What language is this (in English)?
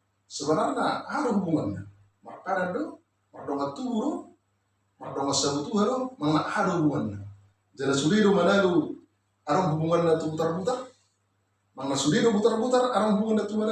Batak Toba